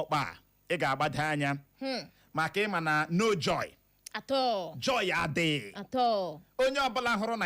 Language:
Igbo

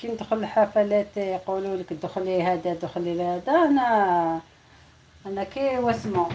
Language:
Algerian Arabic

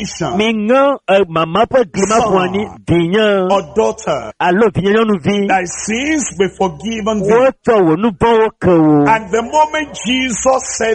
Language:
Ewe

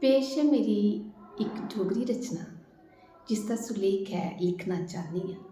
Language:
Dogri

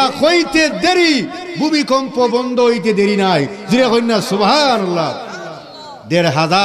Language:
Sylheti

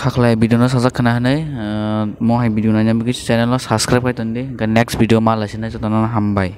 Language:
Kok Borok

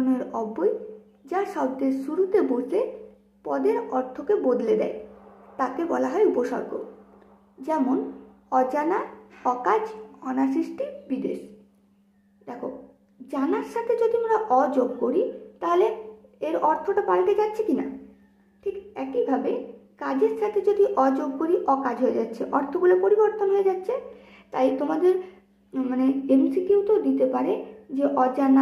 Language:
Bangla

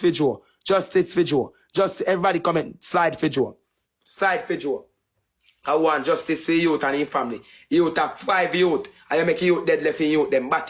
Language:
Jamaican Creole English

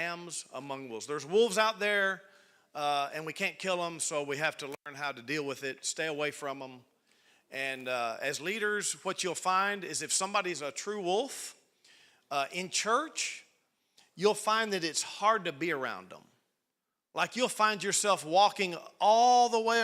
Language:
English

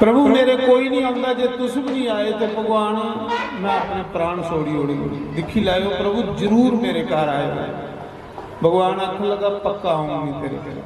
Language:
Dogri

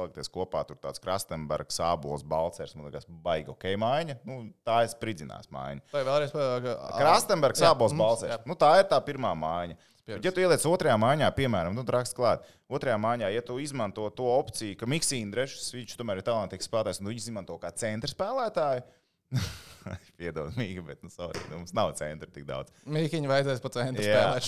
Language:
Latvian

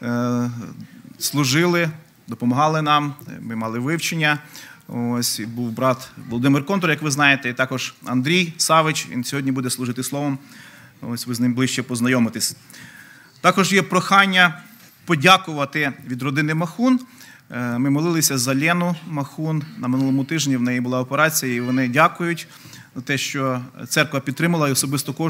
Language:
Ukrainian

